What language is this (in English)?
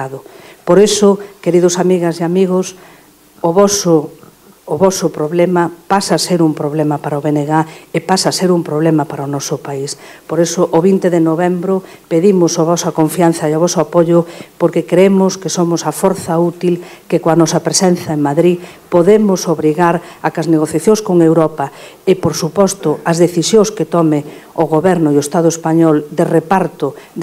Galician